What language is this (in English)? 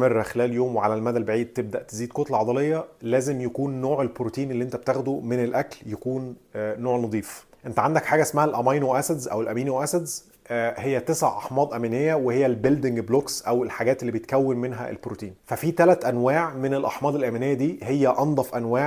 Egyptian Arabic